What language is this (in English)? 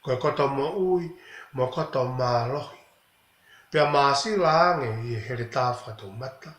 Tongan